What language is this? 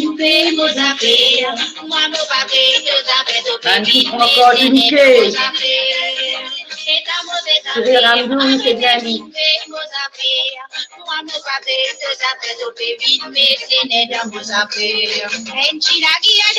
Morisyen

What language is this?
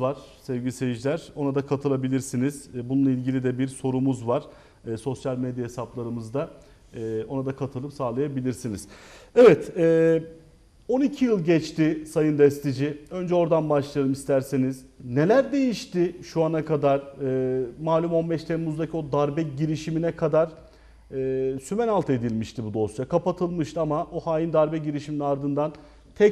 Turkish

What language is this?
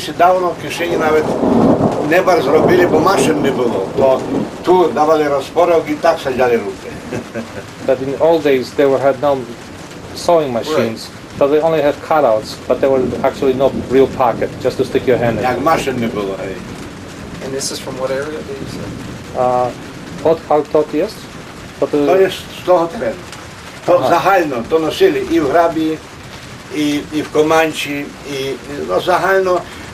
Rusyn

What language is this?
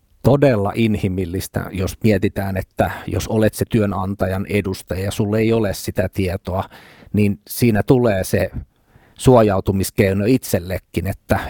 Finnish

